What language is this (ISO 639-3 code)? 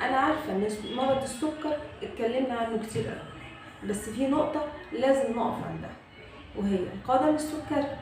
arz